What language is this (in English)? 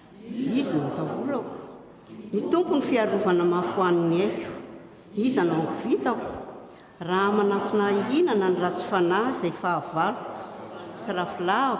Malagasy